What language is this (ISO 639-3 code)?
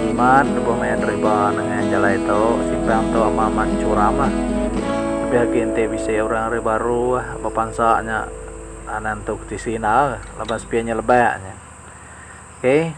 iba